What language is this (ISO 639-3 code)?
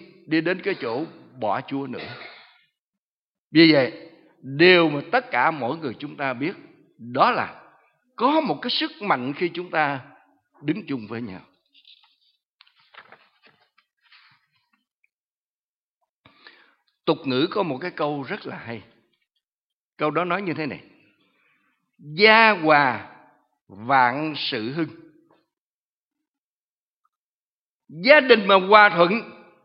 vie